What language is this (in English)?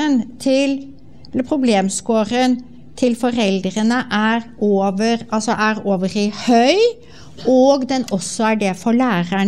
Norwegian